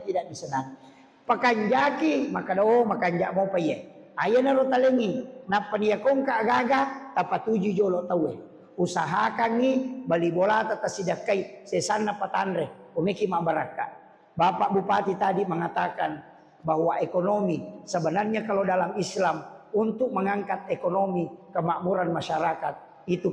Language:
Buginese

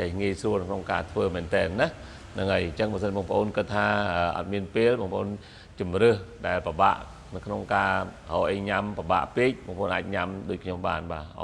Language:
Khmer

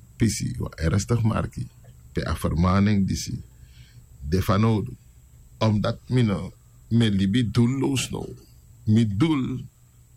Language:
Sranan Tongo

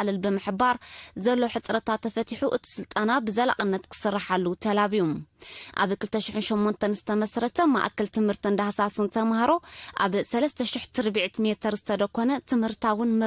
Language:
Tigrinya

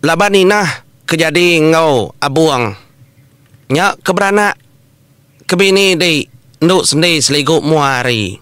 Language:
Iban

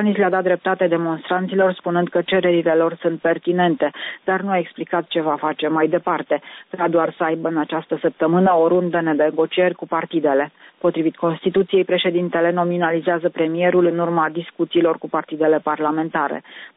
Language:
Romanian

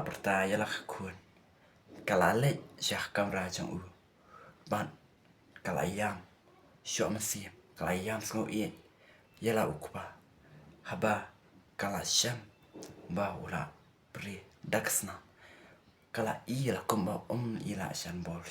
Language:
Khasi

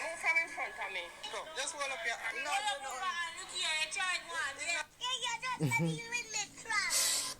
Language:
Jamaican Creole English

